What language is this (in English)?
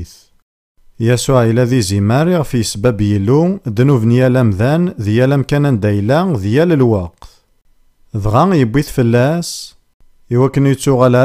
Kabyle